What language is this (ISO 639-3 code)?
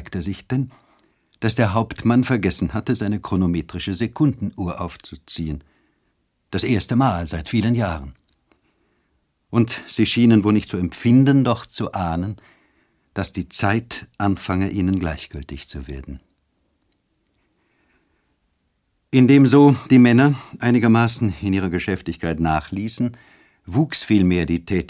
deu